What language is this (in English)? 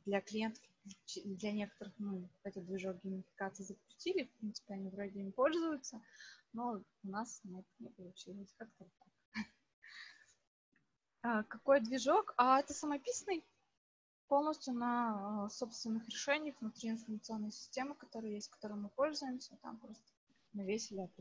Russian